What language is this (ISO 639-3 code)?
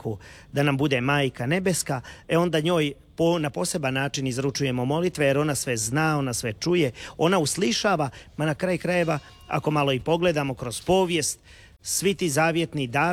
hrv